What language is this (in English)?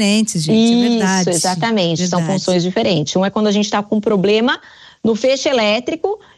Portuguese